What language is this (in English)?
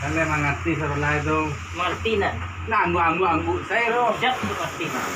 Minangkabau